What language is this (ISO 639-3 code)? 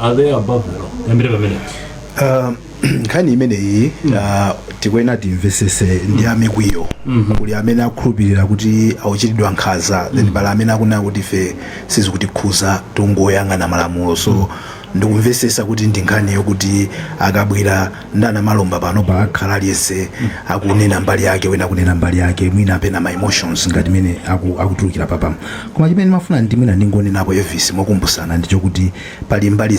nya